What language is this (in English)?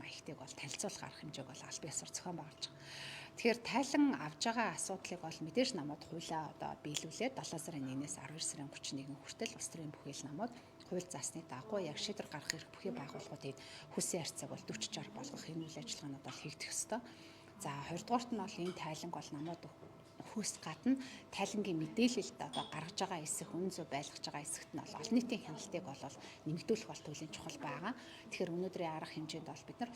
Mongolian